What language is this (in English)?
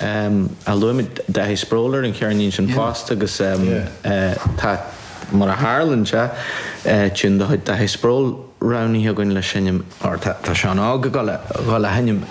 Irish